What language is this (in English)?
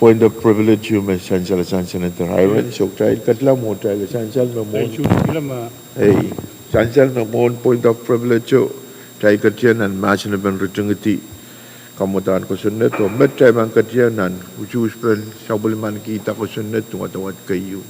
Pohnpeian